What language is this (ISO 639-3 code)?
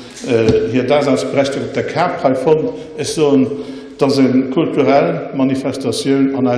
ltz